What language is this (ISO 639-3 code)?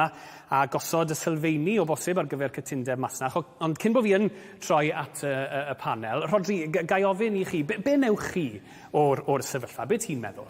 cym